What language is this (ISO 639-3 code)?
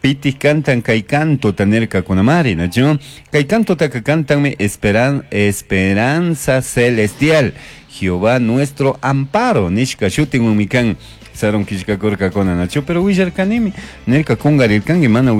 qug